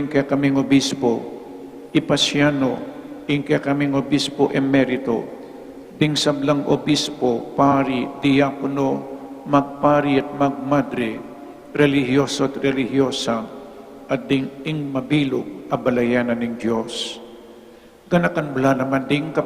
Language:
Pampanga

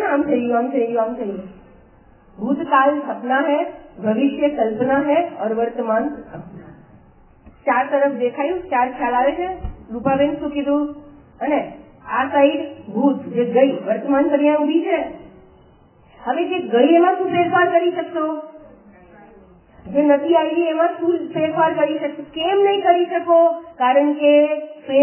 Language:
Gujarati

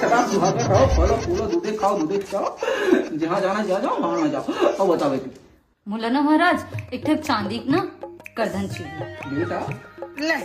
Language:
Chhattisgarhi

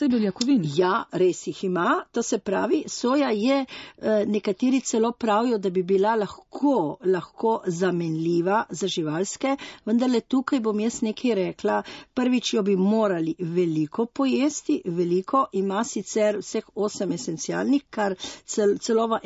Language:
Slovenian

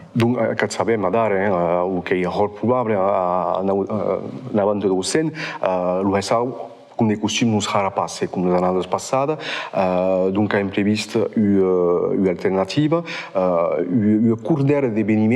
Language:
Occitan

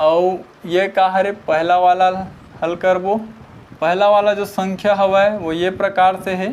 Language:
Chhattisgarhi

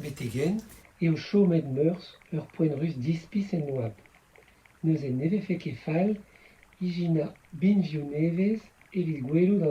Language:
Breton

